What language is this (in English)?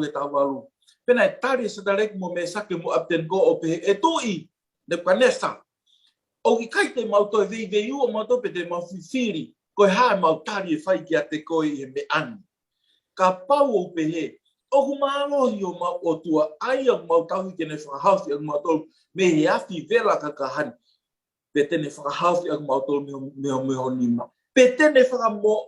Tongan